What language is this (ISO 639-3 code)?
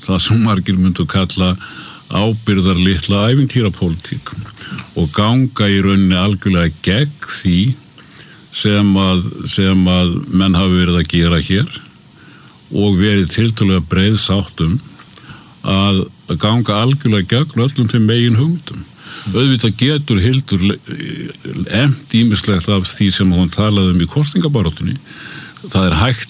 isl